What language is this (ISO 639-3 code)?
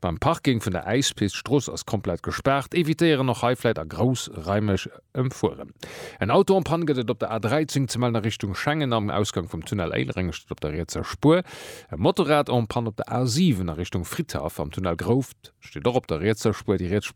ltz